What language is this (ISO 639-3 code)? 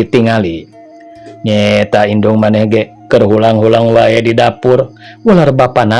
sun